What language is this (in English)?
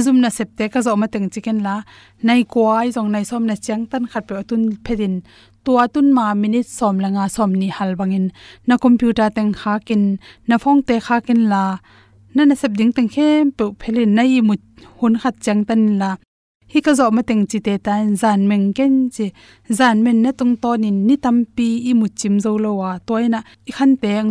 Tedim Chin